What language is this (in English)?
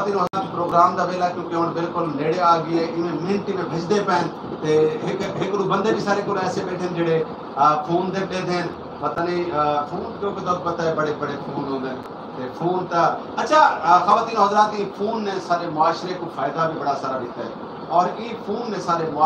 Saraiki